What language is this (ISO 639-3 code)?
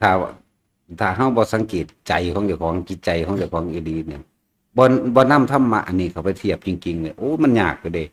tts